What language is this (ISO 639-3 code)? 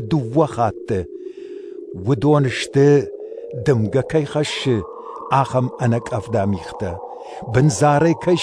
oss